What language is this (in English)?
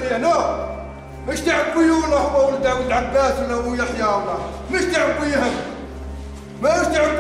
Algerian Arabic